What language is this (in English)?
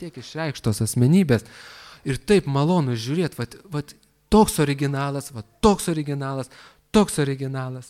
Lithuanian